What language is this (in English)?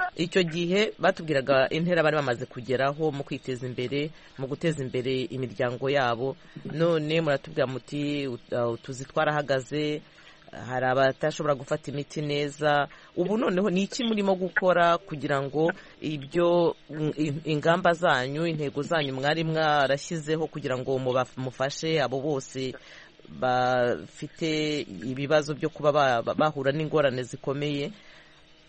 Kinyarwanda